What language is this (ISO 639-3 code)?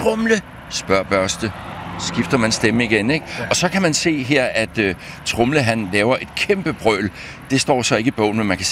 dan